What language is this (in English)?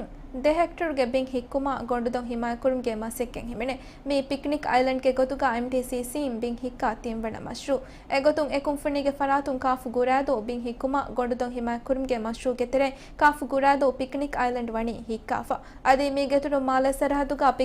Divehi